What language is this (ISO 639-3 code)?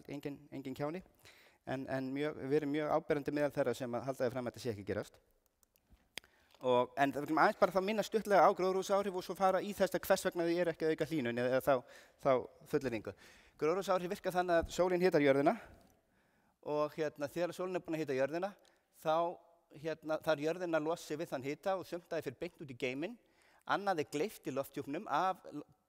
isl